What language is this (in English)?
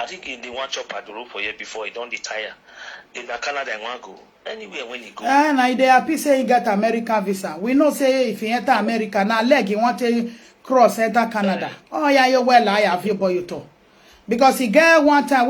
Nigerian Pidgin